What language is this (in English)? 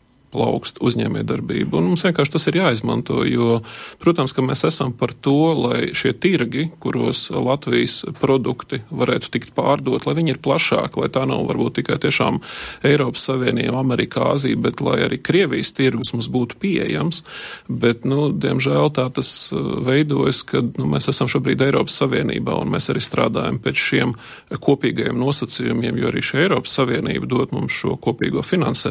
Latvian